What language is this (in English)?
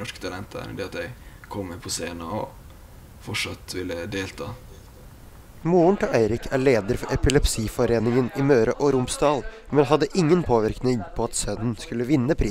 Norwegian